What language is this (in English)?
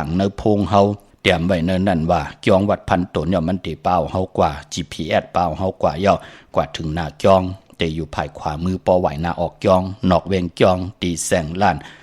Shan